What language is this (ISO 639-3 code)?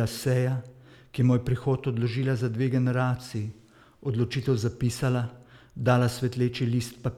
slv